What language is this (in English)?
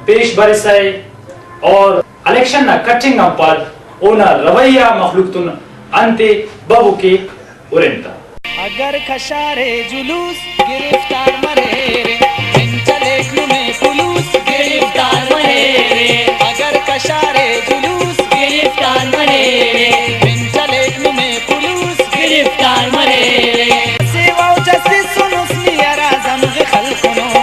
Brahui